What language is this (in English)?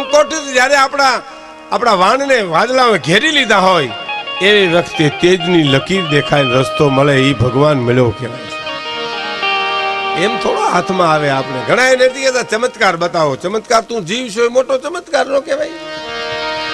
Gujarati